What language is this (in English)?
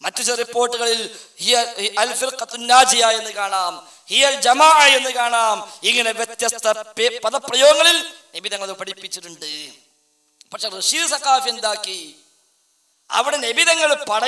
Malayalam